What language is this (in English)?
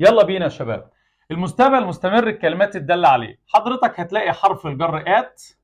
Egyptian Arabic